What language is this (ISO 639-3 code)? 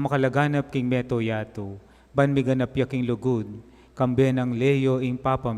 pam